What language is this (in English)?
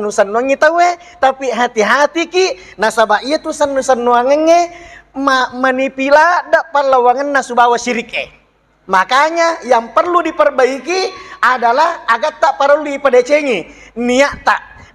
Buginese